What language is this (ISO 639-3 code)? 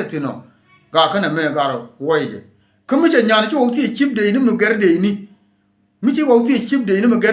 nus